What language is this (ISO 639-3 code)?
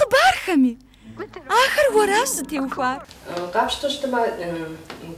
kbd